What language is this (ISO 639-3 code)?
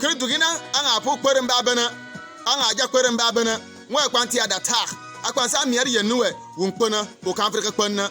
bim